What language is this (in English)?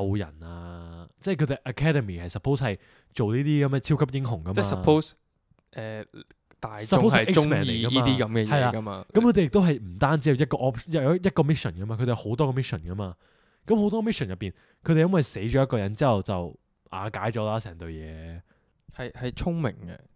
Cantonese